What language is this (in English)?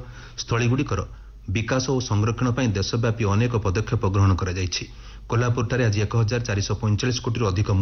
Odia